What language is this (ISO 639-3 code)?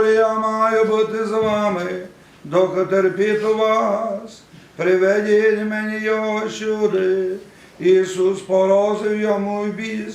rue